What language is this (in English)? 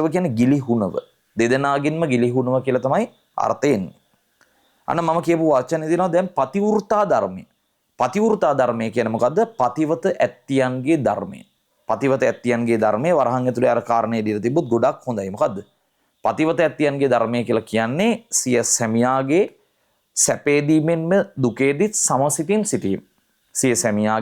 Sinhala